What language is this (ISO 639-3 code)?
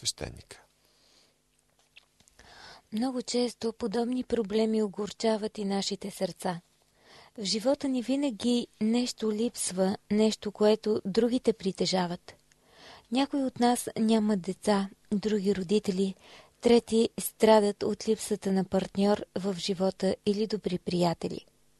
bul